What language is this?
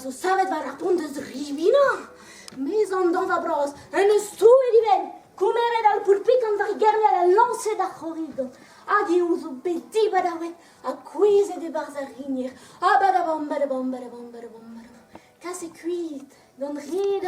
Breton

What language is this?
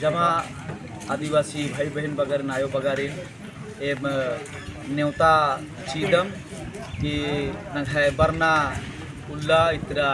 Kurukh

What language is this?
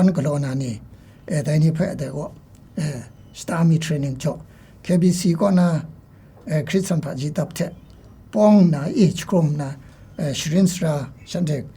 Kachin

